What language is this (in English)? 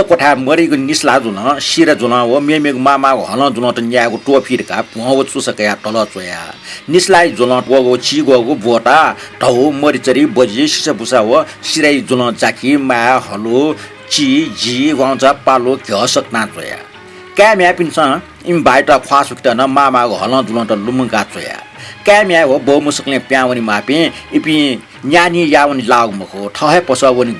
Newari